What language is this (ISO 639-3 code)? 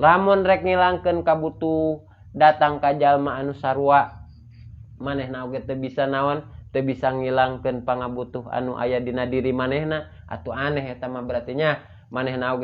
sun